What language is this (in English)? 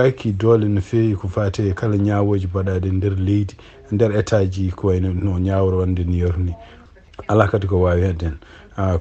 Fula